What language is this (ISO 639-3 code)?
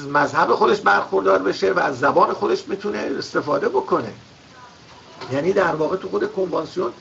fas